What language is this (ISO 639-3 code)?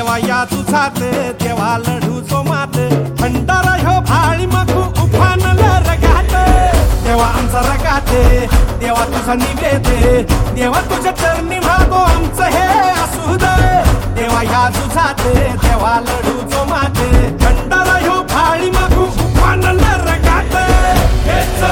mar